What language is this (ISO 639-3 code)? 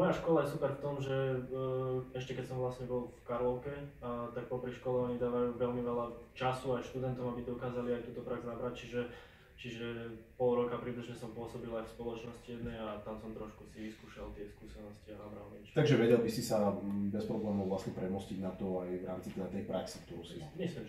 slk